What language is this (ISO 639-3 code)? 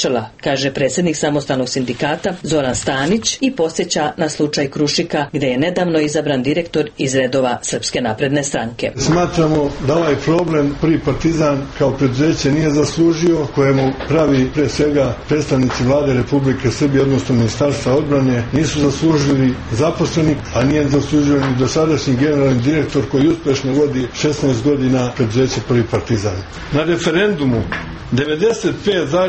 srp